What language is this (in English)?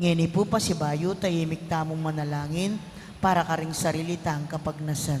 Pampanga